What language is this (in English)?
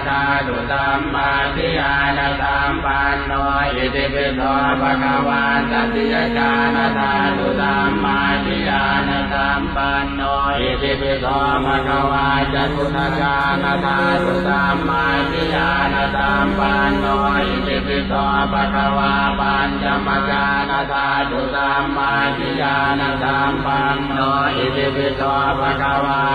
Pali